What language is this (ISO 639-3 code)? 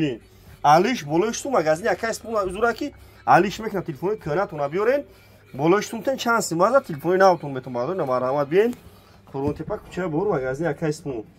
tgk